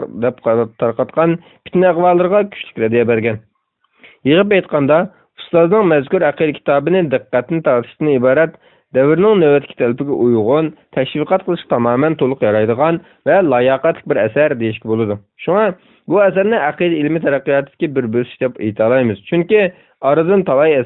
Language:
Uyghur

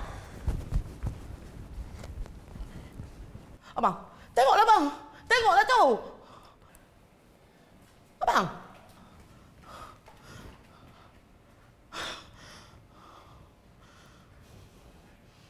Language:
Malay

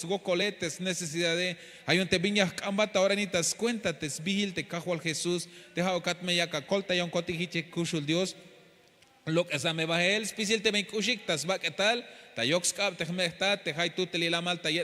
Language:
Tzeltal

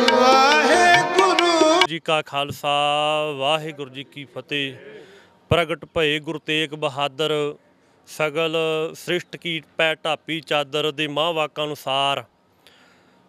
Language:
Punjabi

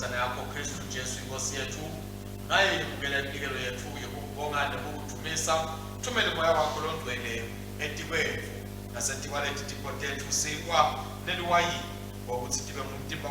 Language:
Swati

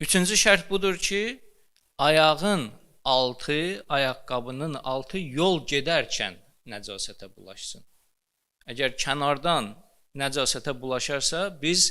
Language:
Azerbaijani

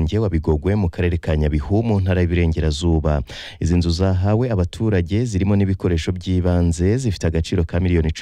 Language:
Kinyarwanda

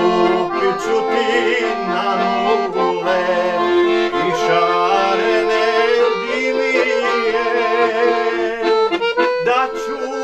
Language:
Bosnian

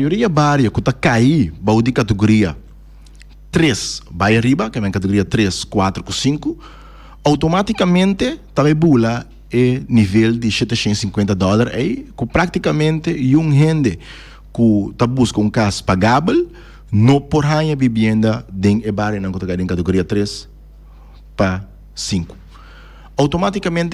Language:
Papiamento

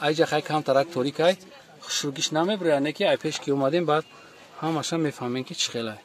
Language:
Tajik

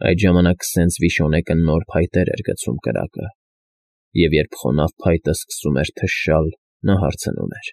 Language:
Armenian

